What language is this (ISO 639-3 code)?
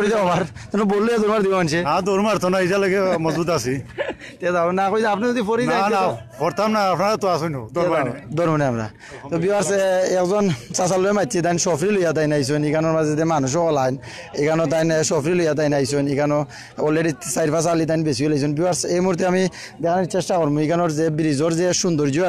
syl